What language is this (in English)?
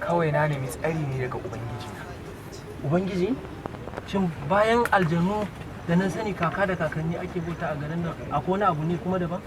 Hausa